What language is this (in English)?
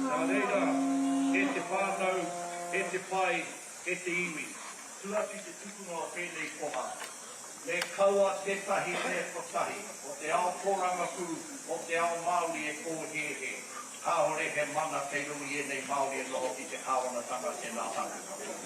Māori